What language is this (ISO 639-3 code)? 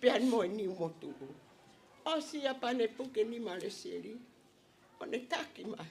ton